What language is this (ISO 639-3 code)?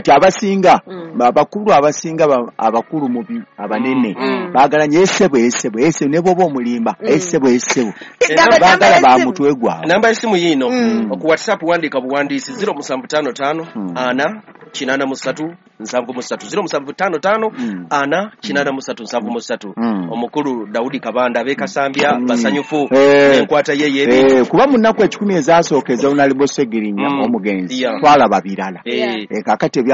lug